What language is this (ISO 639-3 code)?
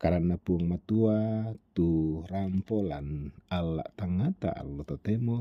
sda